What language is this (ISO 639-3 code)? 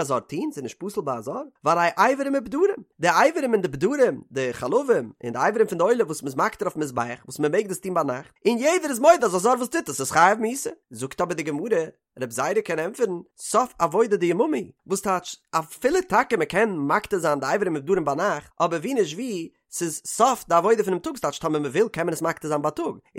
yid